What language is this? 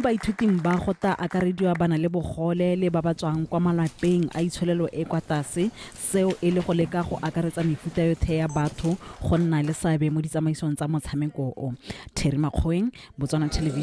Tswana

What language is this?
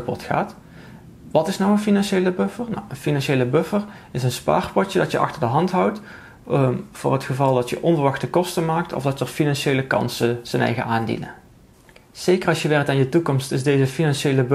Dutch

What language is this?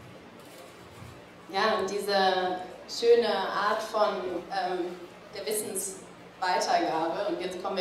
German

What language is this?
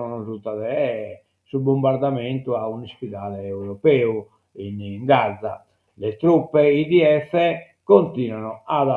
Sardinian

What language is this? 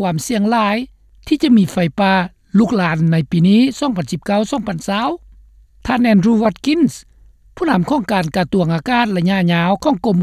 Lao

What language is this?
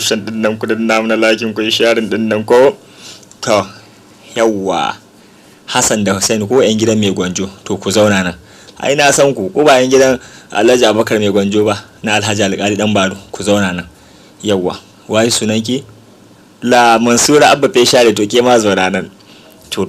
Hausa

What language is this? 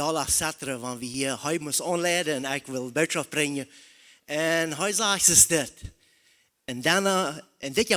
Plautdietsch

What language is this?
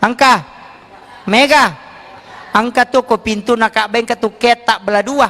Buginese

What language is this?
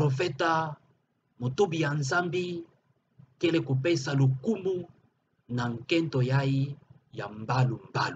Kituba (Democratic Republic of Congo)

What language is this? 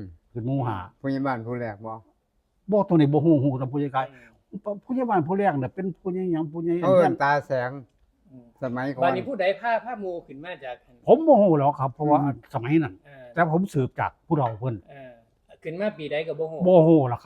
Northeastern Thai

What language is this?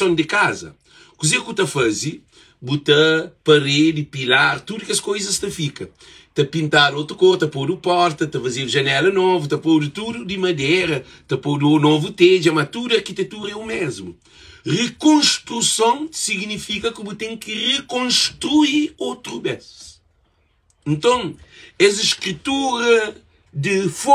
Kabuverdianu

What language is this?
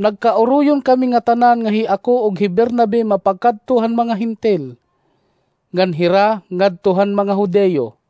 Waray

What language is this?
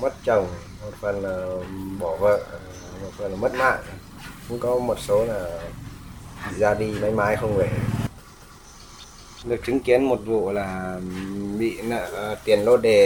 Vietnamese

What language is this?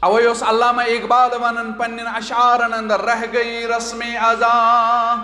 Kashmiri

